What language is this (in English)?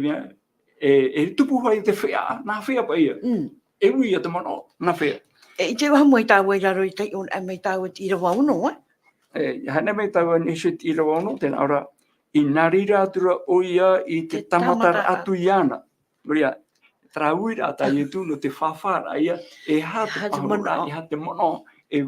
Tahitian